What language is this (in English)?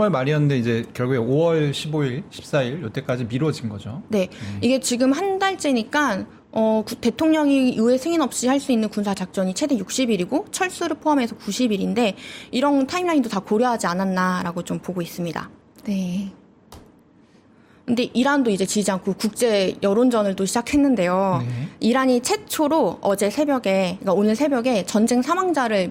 Korean